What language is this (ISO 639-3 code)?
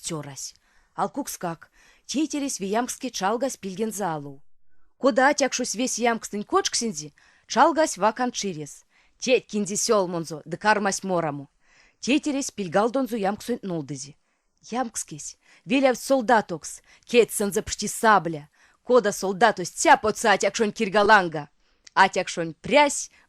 myv